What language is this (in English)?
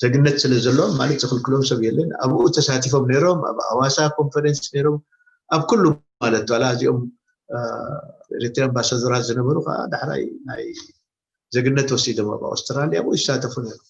Tigrinya